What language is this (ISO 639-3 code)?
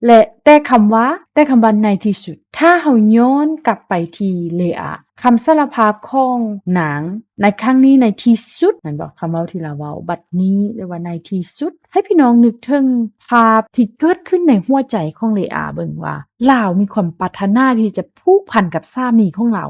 lao